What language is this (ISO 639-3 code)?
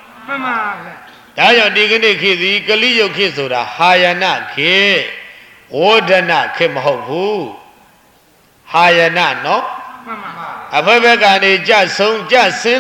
mya